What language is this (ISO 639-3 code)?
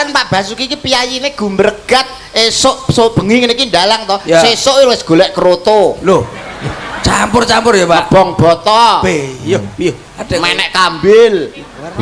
jav